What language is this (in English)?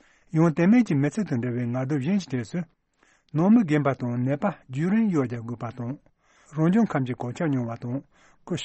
Tibetan